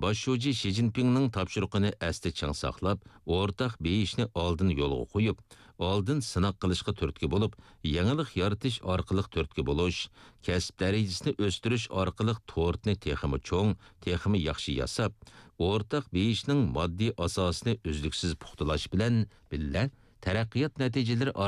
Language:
Uyghur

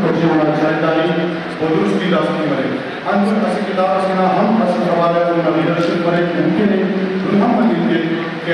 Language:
Brahui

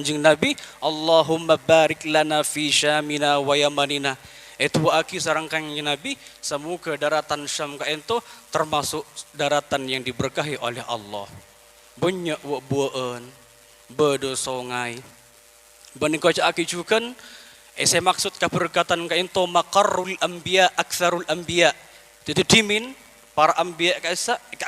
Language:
Madurese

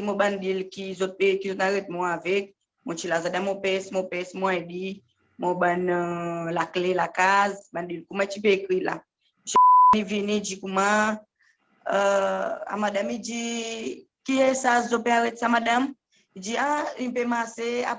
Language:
Seselwa Creole French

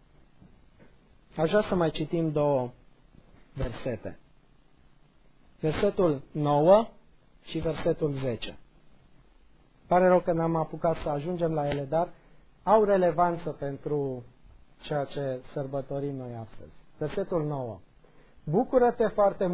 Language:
Romanian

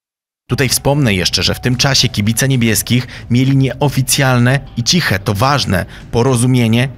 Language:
Polish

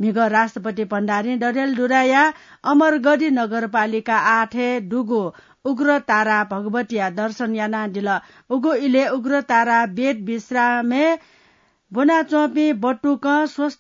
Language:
Newari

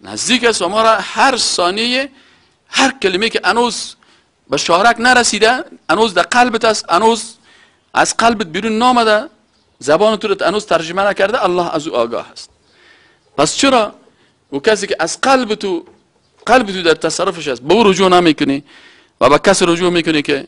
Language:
Persian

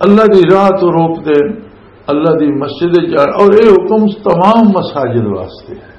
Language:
Western Panjabi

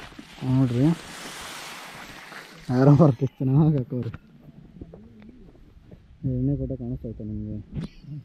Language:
Kannada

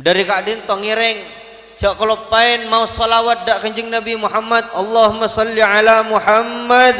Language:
Madurese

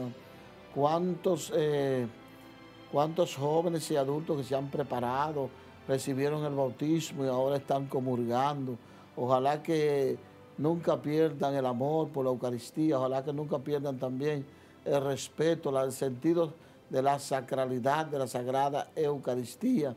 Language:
Spanish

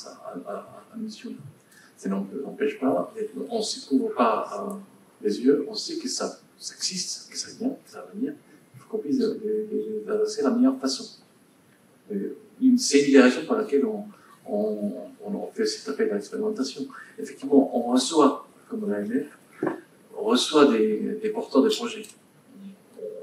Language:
French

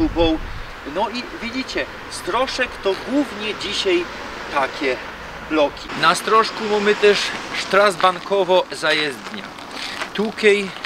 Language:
Silesian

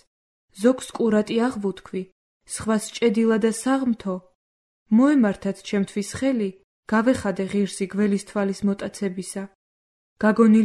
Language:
Georgian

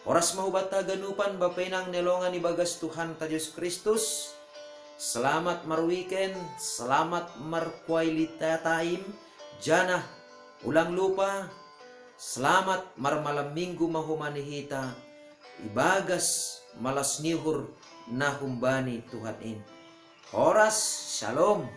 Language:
Batak Simalungun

